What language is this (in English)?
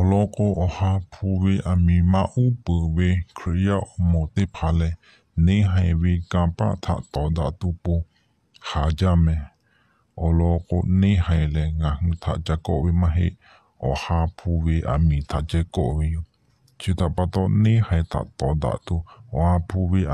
Lahu